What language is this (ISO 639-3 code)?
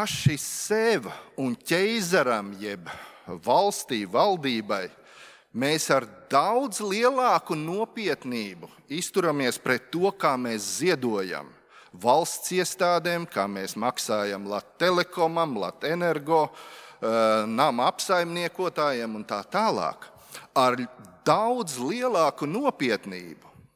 lav